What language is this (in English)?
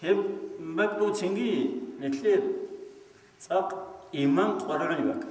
Avaric